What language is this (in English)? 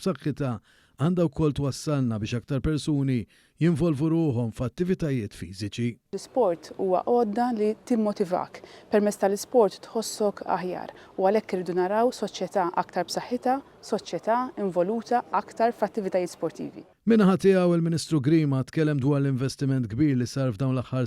Maltese